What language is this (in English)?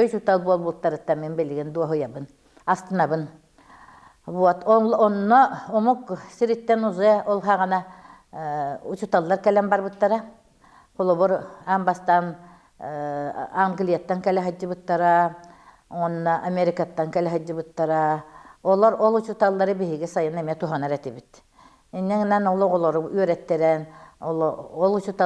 Yakut